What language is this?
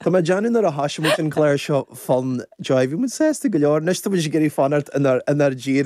Irish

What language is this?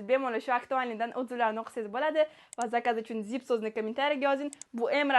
Uzbek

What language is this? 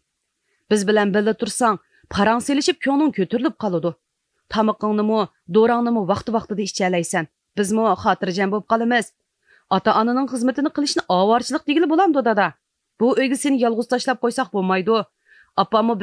Uyghur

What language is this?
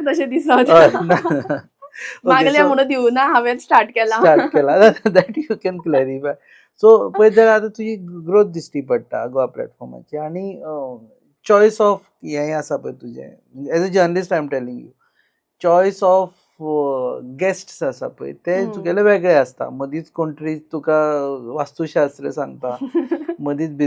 Konkani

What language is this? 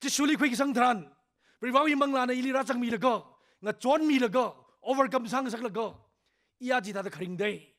Tangkhul Naga (India)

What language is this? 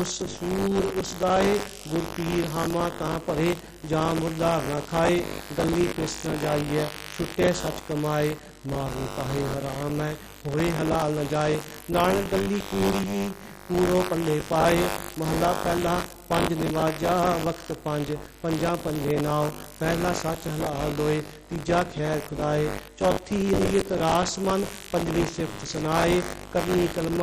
Punjabi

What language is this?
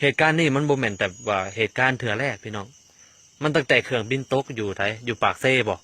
Lao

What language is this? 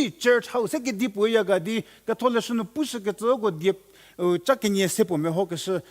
Angami Naga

